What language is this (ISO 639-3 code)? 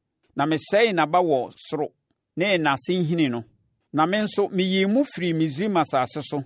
aka